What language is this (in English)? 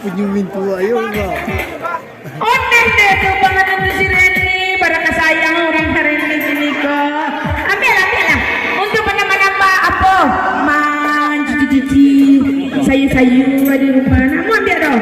Minangkabau